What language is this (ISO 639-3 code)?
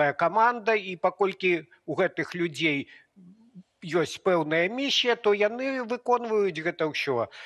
bel